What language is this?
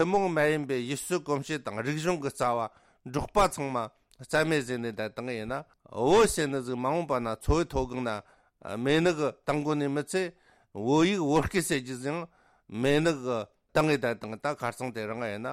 Tibetan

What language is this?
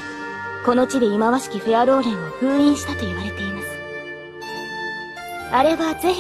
Japanese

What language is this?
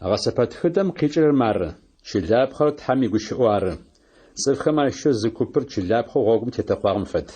Adyghe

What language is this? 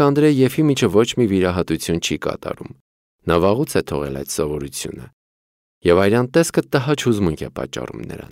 Armenian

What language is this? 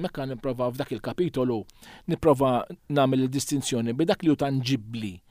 Maltese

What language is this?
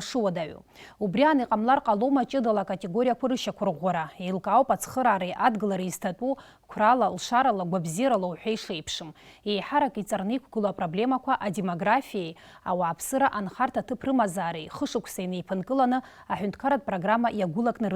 Abkhazian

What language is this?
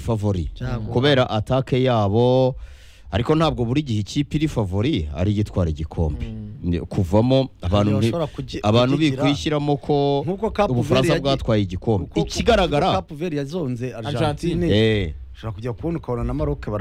Kinyarwanda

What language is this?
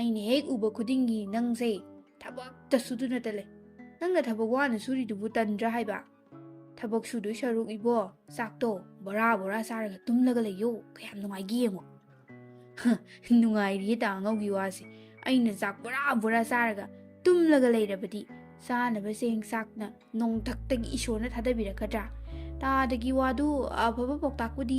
Manipuri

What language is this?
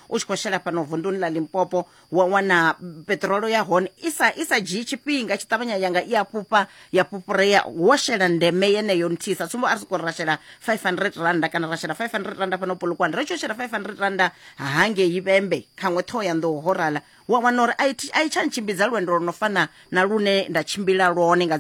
Venda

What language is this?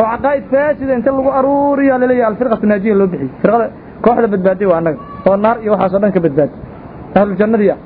Somali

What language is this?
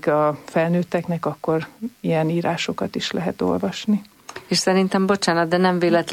Hungarian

